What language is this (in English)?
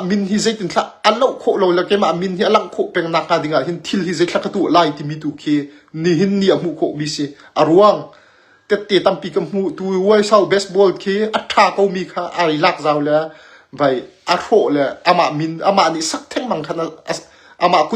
Hakha Chin